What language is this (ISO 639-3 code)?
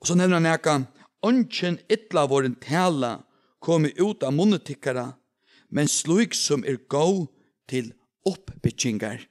fao